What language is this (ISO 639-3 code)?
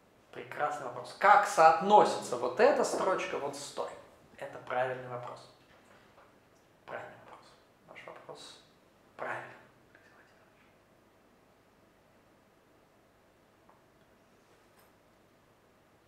rus